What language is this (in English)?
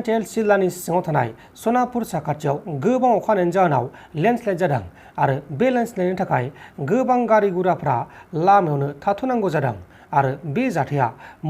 Bodo